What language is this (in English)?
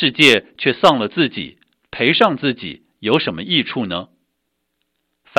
Chinese